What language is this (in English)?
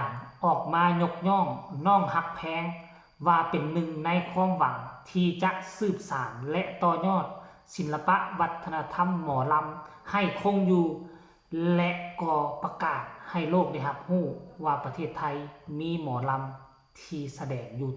Lao